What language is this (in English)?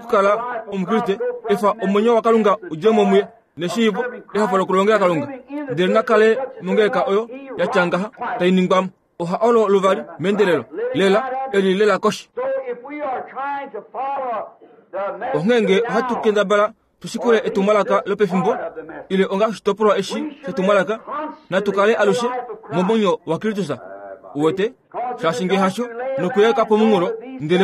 Kuanyama